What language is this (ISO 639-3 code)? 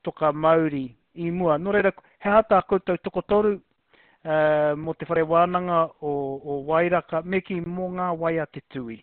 mri